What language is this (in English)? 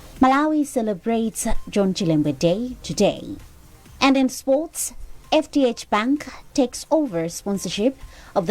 English